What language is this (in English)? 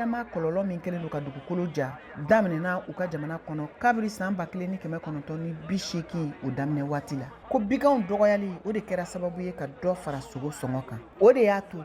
Bambara